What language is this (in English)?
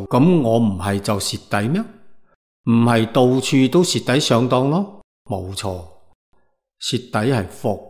Cantonese